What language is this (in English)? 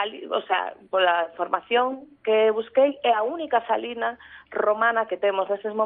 Galician